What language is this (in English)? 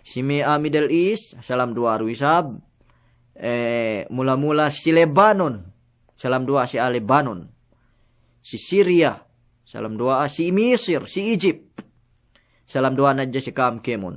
Yakan